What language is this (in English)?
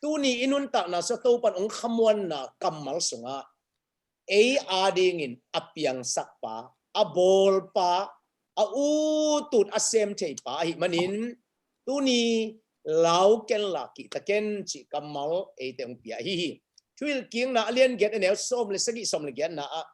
Tedim Chin